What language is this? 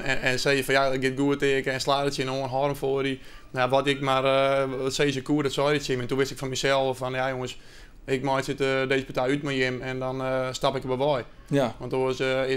Western Frisian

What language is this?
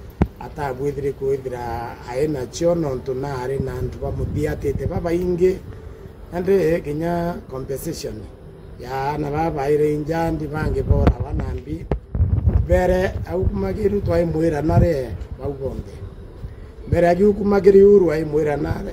Meru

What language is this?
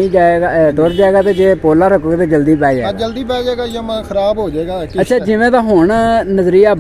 Punjabi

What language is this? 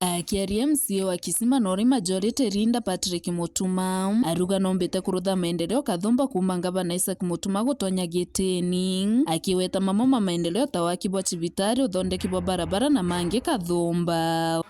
Meru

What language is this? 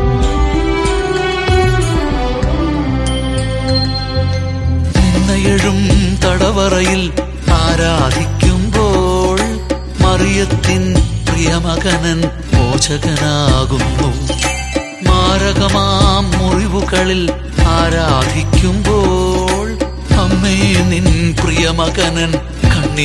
Malayalam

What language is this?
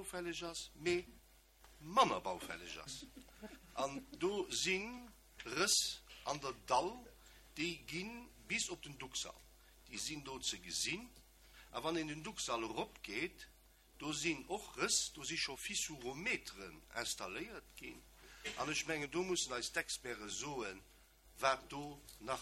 Luxembourgish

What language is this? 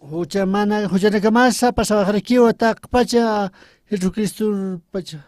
Aymara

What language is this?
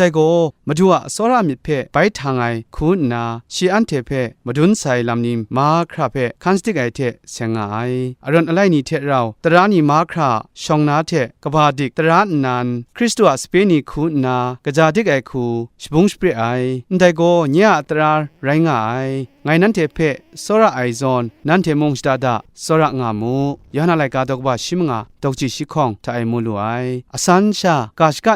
Kachin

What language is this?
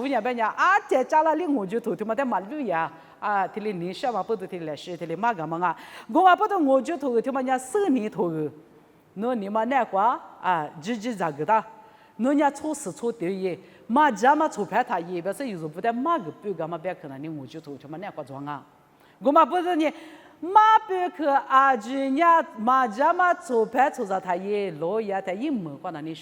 Lisu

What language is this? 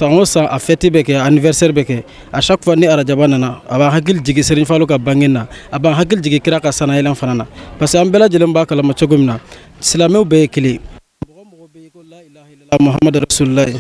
Bambara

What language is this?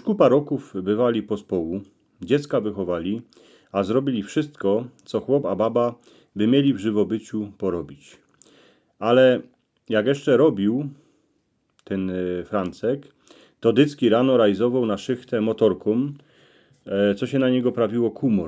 Silesian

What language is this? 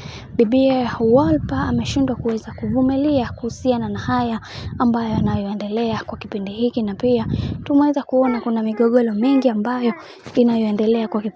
Swahili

